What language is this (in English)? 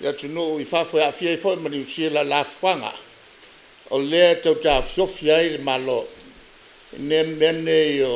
Samoan